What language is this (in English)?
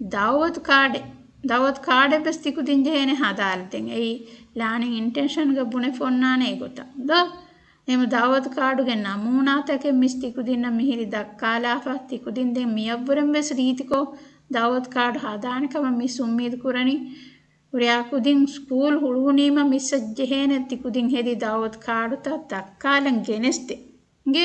Divehi